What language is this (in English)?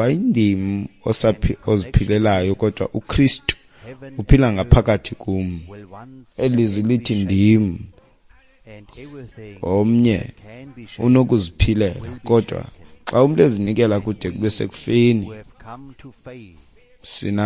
Xhosa